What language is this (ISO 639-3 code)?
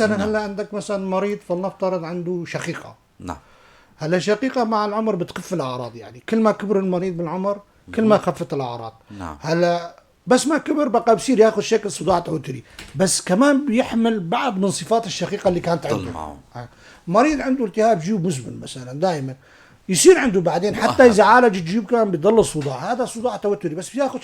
apc